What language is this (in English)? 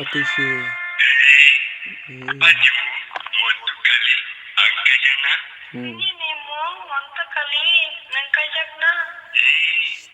Kok Borok